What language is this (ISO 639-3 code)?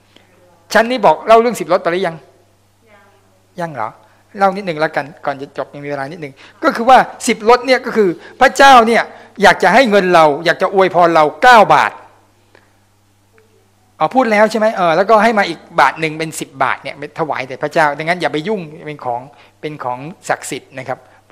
tha